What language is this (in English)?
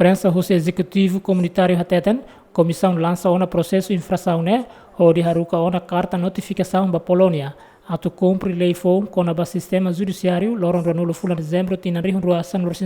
Tetum